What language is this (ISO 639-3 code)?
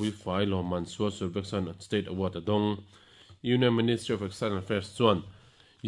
lus